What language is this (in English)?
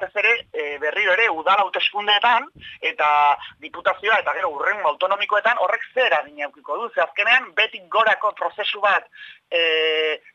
Basque